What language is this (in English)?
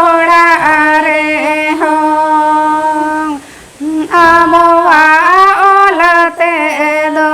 Santali